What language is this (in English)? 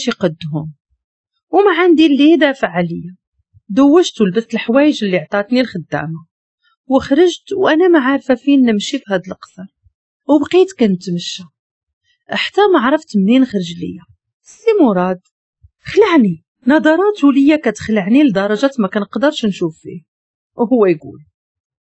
Moroccan Arabic